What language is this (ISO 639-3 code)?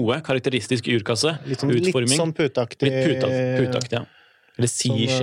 nor